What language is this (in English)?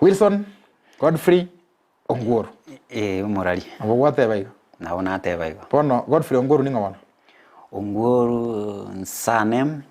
Gusii